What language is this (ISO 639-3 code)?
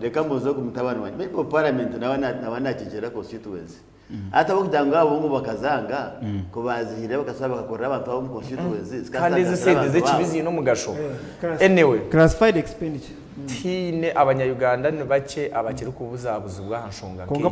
nyn